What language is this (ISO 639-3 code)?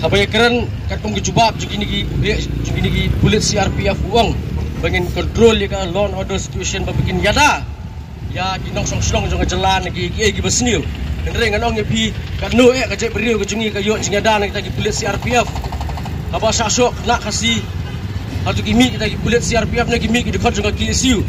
kha